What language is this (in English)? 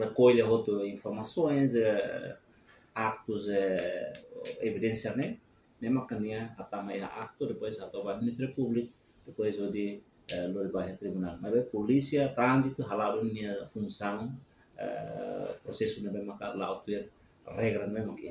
Tetum